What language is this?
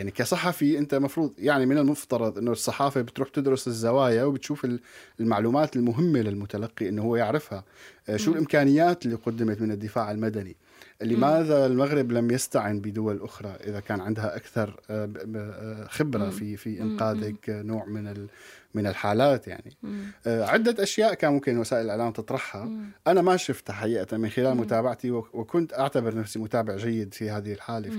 North Levantine Arabic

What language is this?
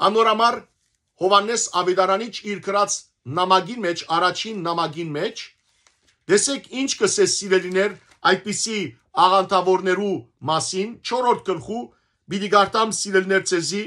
Western Armenian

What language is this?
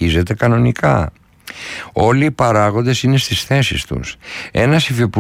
Greek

